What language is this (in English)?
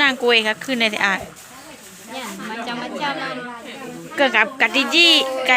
Achinese